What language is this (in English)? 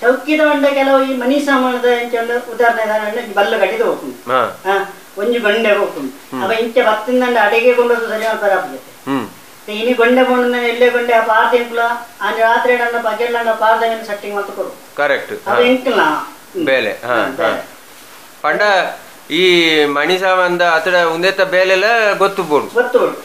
Tulu